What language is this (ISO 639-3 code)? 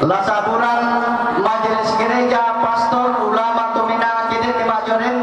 sda